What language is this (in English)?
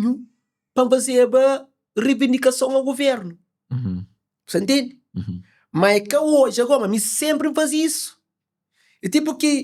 Kabuverdianu